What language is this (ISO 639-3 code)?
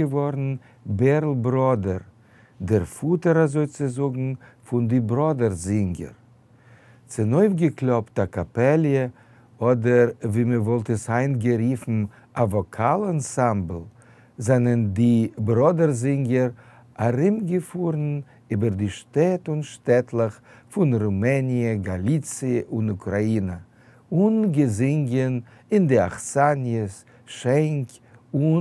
yid